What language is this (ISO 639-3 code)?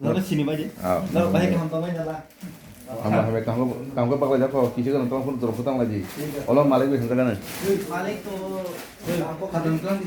trp